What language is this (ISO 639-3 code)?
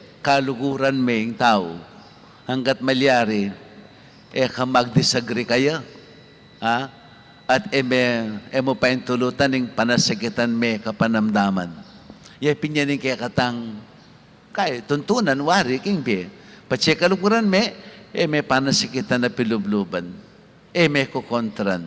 pam